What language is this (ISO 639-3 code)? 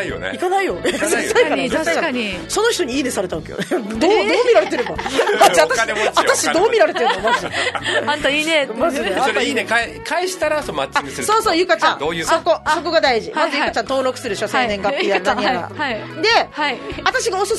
jpn